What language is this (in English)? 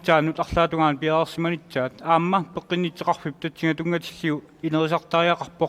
Kalaallisut